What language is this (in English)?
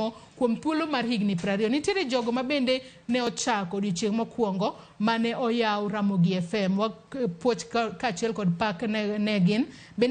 Luo (Kenya and Tanzania)